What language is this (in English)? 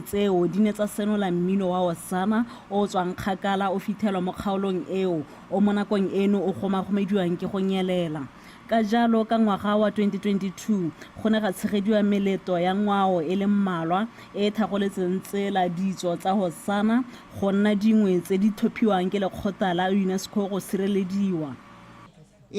Tswana